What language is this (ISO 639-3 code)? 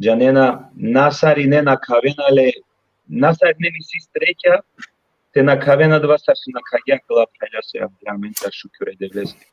rmn